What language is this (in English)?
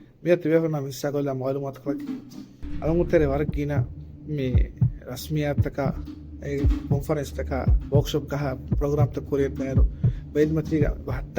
Divehi